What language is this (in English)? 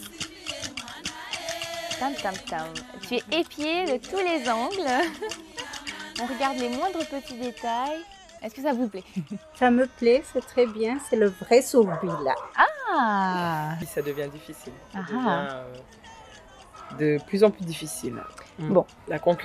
French